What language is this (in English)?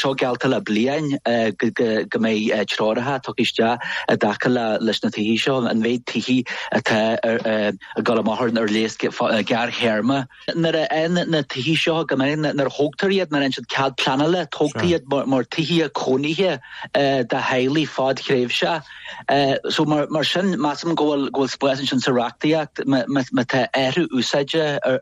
Irish